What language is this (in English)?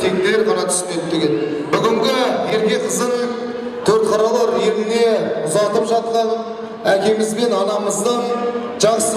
Kazakh